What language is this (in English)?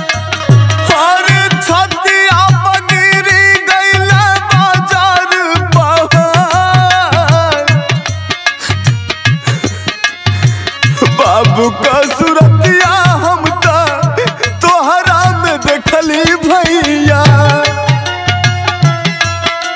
Bhojpuri